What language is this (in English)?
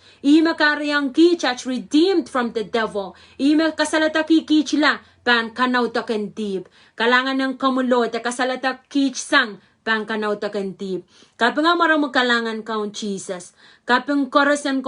Pohnpeian